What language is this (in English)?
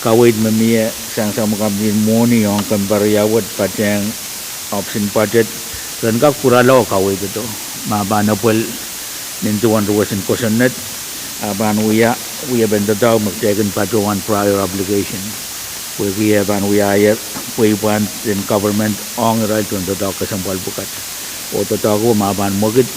Pohnpeian